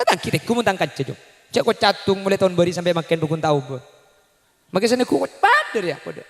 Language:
Madurese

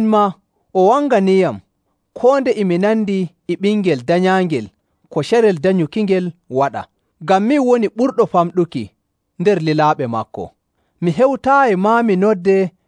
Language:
Nigerian Fulfulde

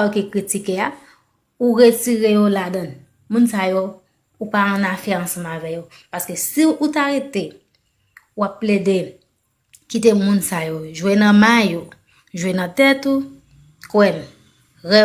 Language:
Haitian Creole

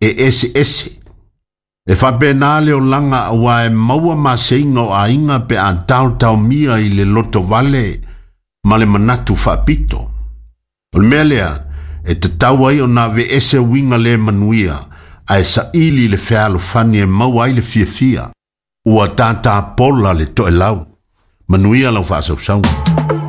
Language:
Samoan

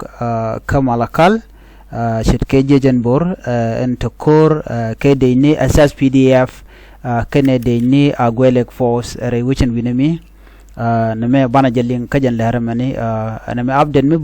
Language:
Nuer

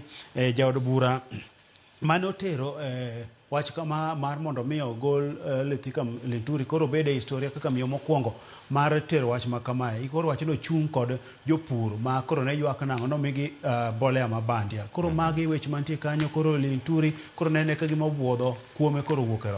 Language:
Luo (Kenya and Tanzania)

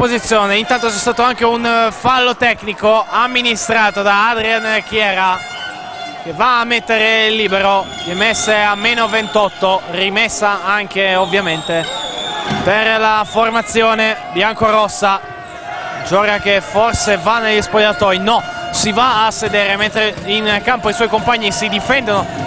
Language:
Italian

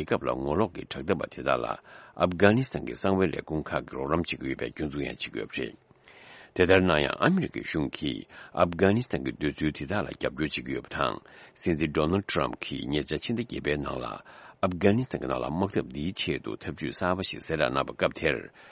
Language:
Tibetan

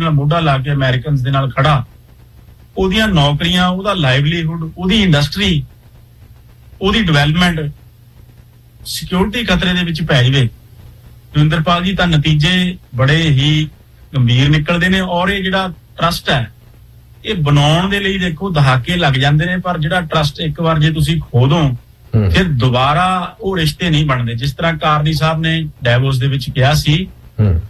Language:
Punjabi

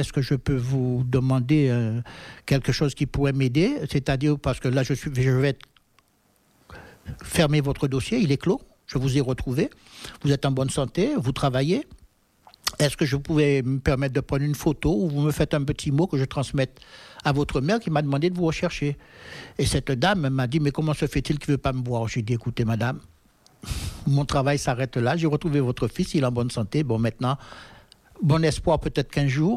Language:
French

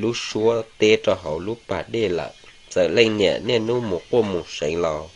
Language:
Hmong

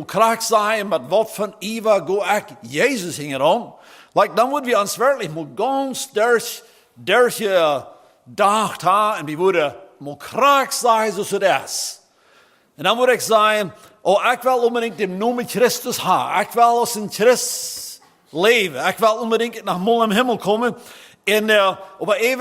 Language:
Plautdietsch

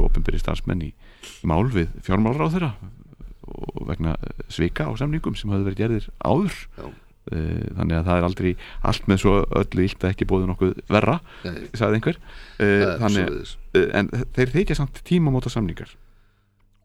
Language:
Icelandic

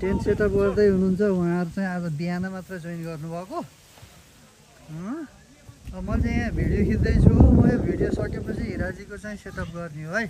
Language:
Nepali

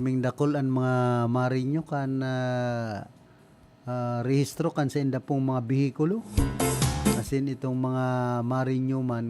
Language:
Bikol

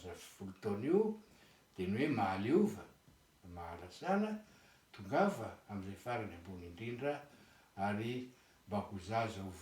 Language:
Malagasy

